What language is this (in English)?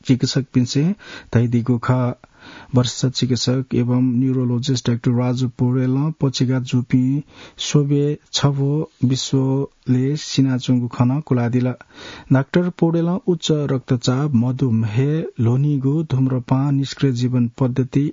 Newari